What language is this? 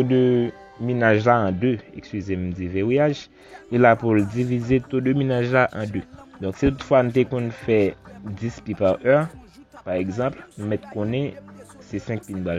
Haitian Creole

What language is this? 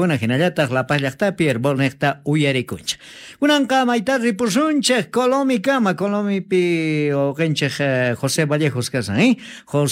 Quechua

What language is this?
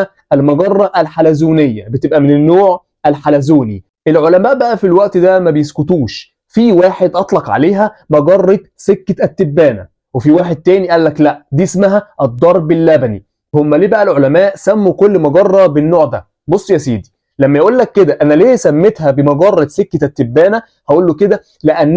Egyptian Arabic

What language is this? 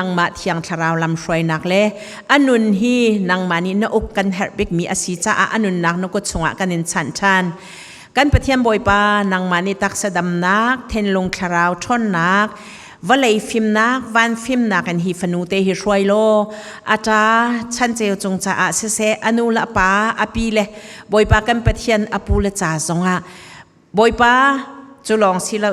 Hakha Chin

